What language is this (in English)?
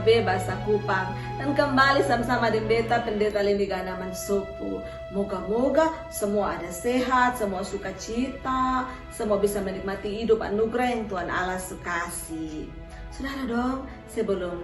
Kupang Malay